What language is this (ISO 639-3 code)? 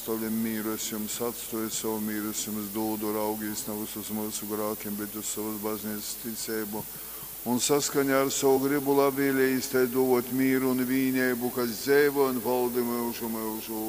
ltg